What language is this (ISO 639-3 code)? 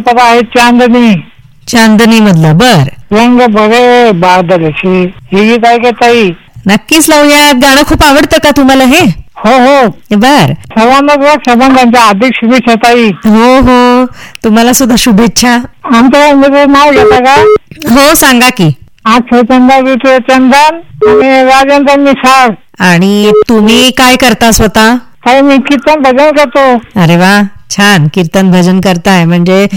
mar